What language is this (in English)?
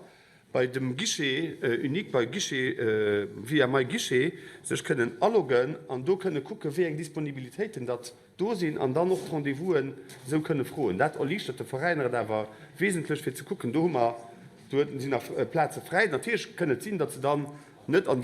Luxembourgish